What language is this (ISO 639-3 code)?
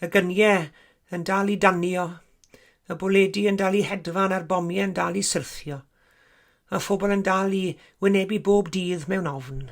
cym